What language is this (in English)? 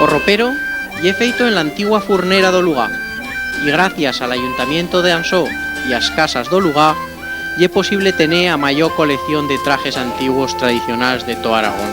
Aragonese